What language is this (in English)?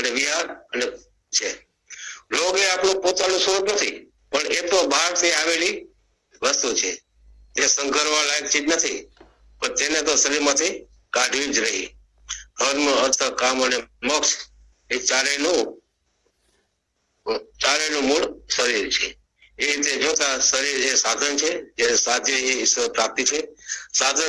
Gujarati